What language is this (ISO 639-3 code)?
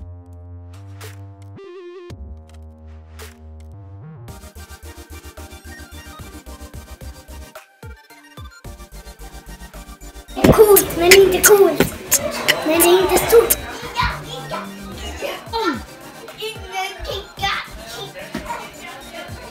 swe